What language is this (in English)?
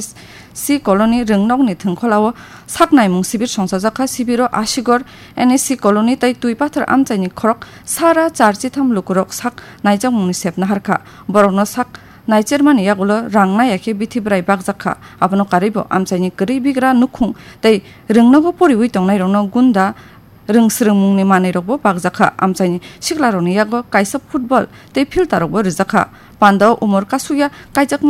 Kok Borok